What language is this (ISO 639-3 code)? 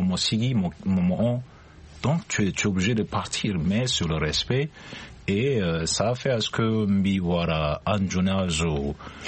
sag